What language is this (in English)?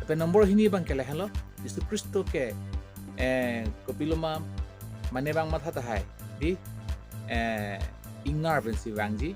Karbi